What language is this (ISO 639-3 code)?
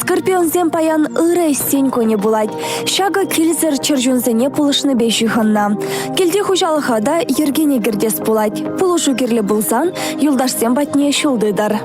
chv